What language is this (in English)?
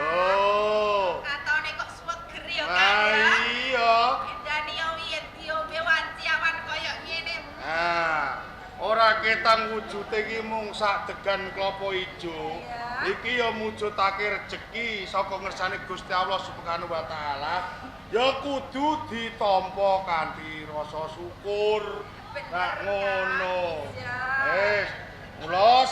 Javanese